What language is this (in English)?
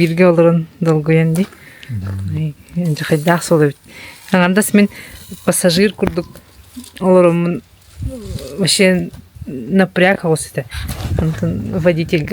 Yakut